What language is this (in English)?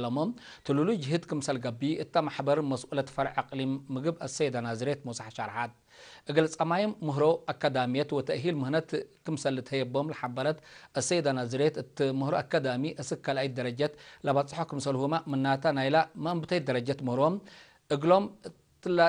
Tigre